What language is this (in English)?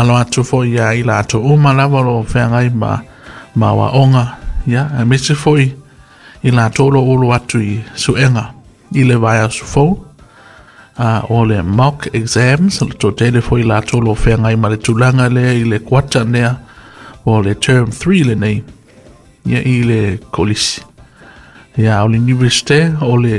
Samoan